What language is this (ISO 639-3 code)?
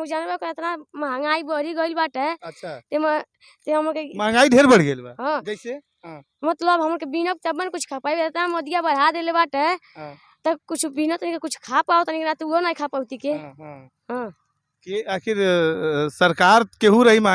bho